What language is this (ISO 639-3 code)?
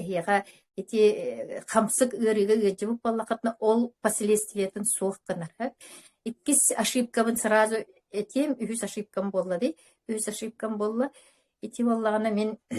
sah